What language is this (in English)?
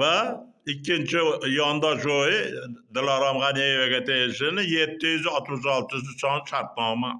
Uzbek